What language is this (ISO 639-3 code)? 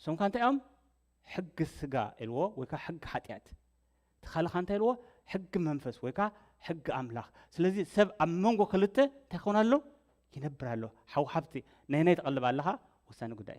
tir